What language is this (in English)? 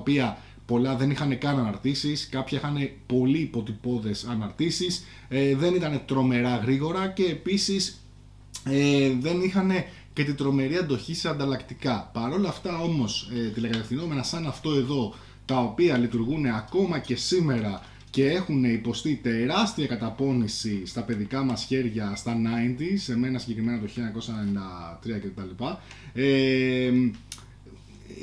Greek